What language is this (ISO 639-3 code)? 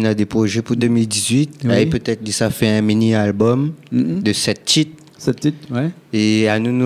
rcf